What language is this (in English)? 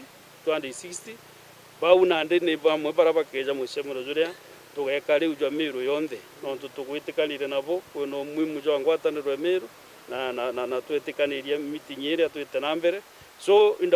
Meru